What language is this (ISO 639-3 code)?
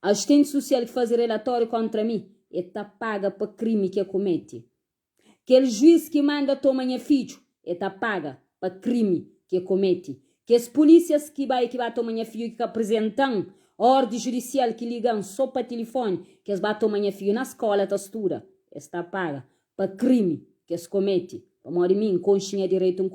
kea